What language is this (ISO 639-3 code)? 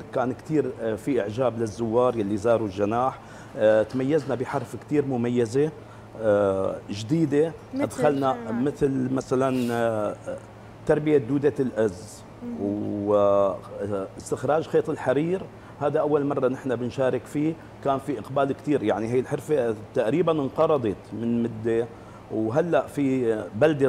apc